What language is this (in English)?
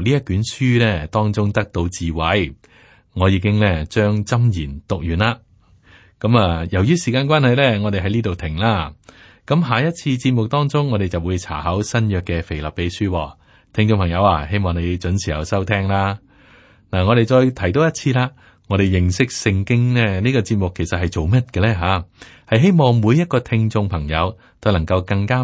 Cantonese